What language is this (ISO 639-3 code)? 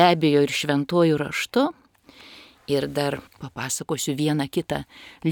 lit